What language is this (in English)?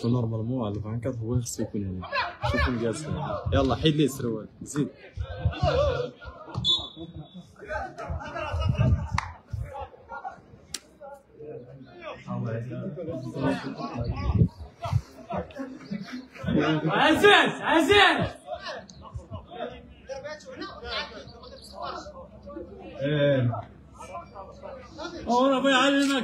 Moroccan Arabic